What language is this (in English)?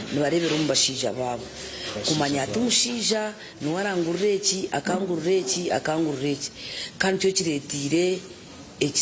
Nyankole